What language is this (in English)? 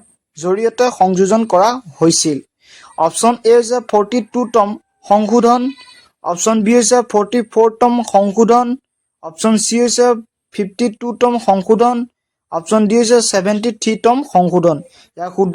Assamese